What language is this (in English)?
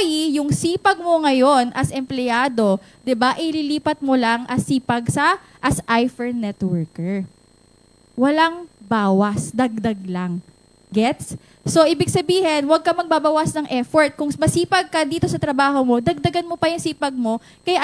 Filipino